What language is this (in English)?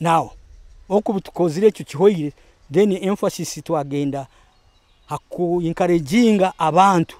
Nyoro